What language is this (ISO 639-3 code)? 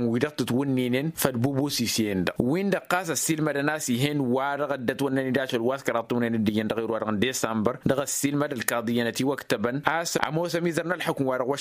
taq